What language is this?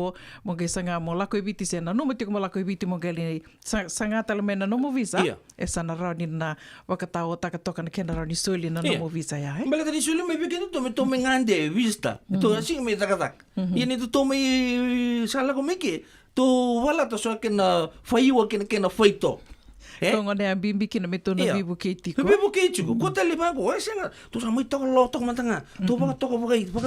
Fijian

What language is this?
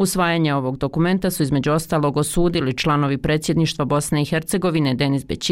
Bosnian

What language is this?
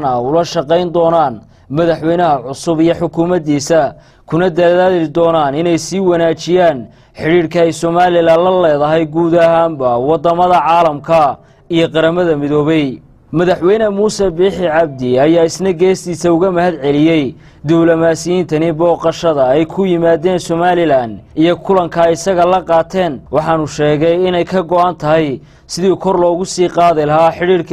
Somali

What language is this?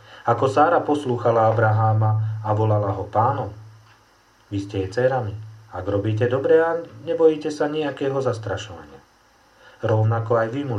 Slovak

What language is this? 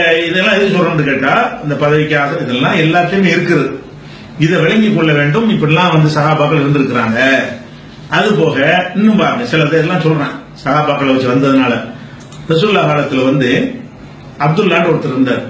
Tamil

